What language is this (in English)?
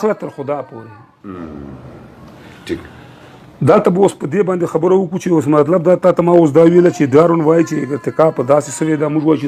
Pashto